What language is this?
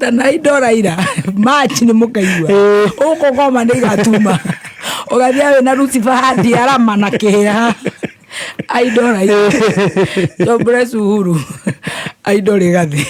Kikuyu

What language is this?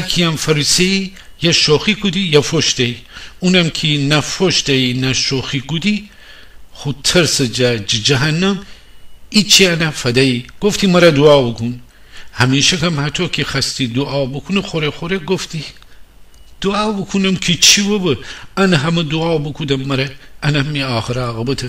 Gilaki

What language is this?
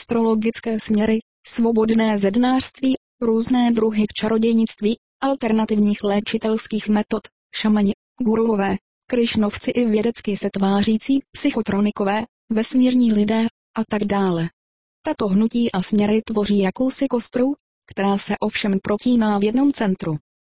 Czech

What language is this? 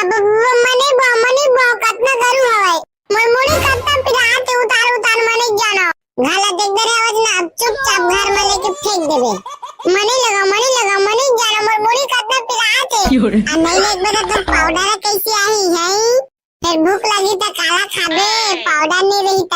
Chhattisgarhi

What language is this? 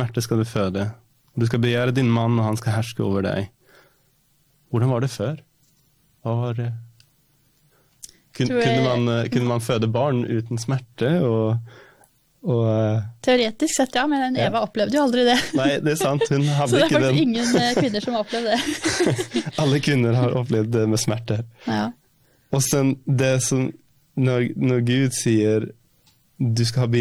Norwegian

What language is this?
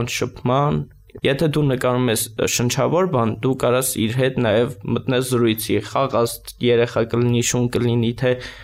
Armenian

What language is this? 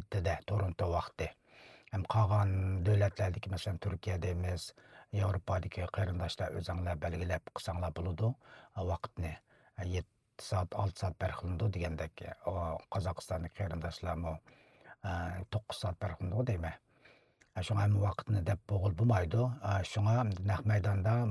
Uyghur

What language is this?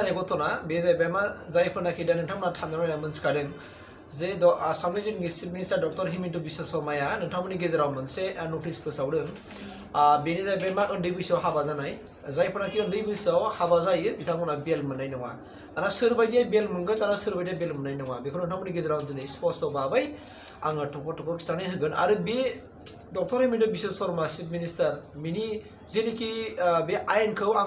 Bodo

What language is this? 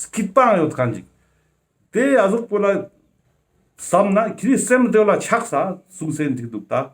Ladakhi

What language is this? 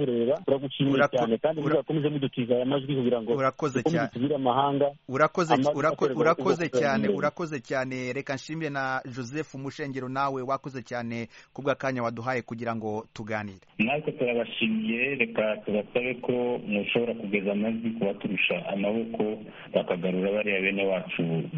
Kinyarwanda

